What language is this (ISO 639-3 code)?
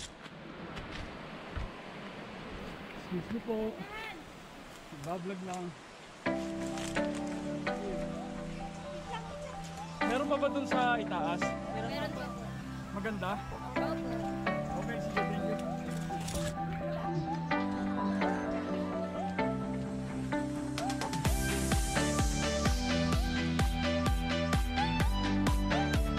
fil